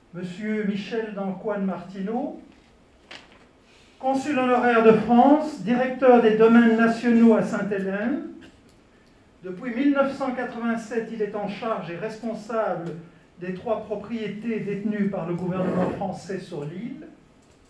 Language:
French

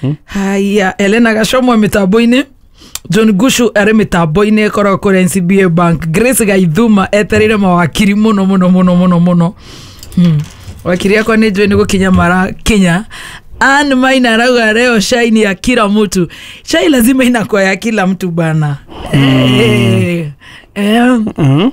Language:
Kikuyu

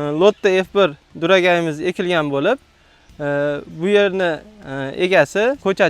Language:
Uzbek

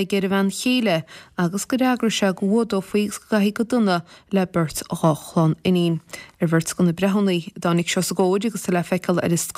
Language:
Irish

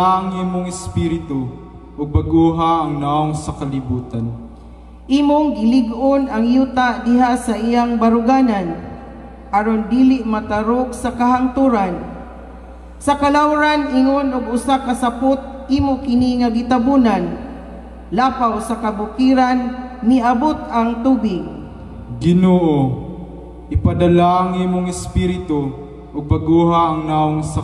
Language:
Cebuano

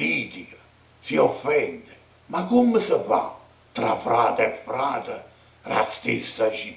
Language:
Neapolitan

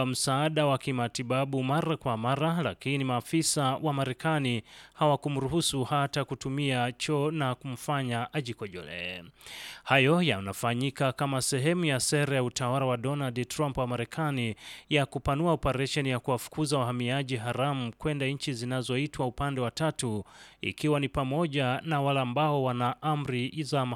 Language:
Swahili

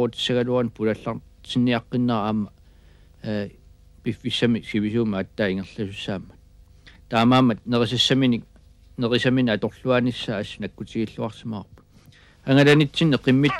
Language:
Kalaallisut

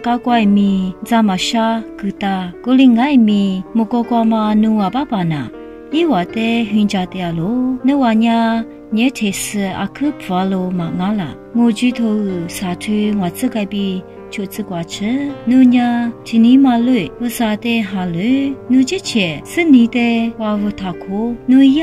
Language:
Lisu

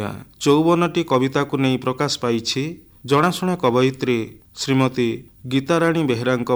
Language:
Odia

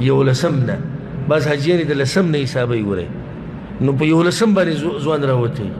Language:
Pashto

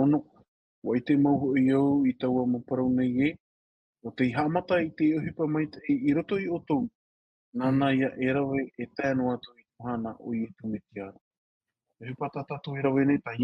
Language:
Tahitian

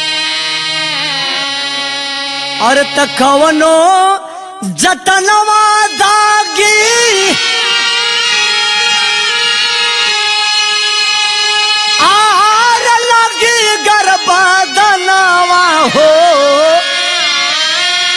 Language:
Bhojpuri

